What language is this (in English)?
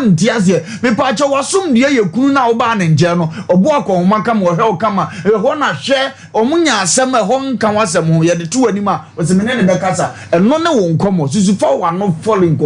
Akan